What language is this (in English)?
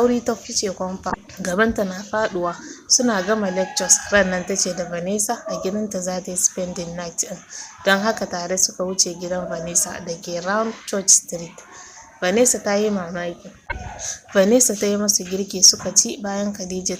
Hausa